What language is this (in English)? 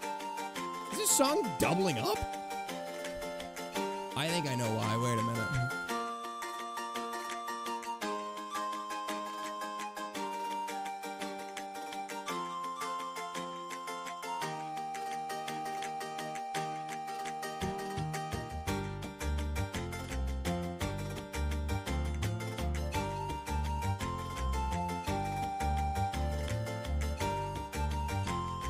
English